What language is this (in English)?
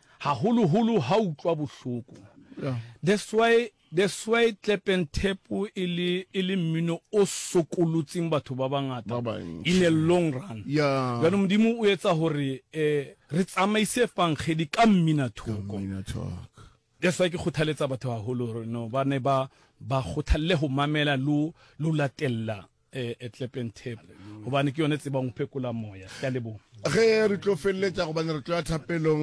Northern Sotho